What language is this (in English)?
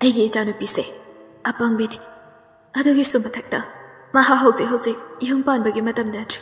Manipuri